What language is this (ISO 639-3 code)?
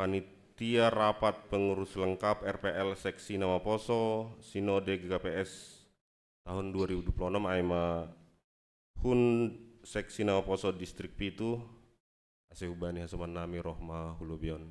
bts